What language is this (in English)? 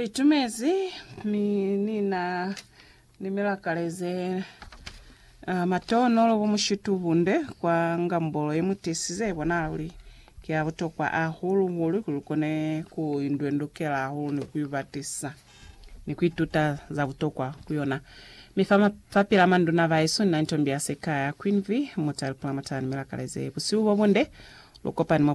Lozi